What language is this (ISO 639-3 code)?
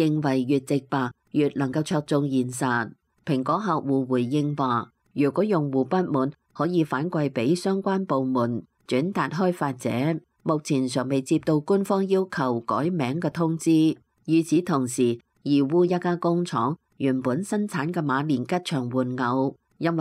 yue